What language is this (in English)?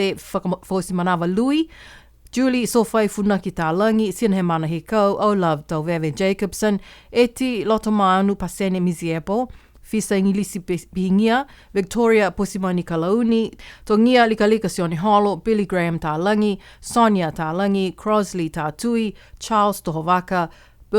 Niuean